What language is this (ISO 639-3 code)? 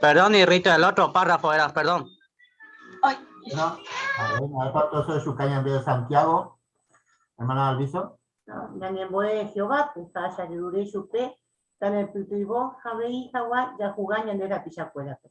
grn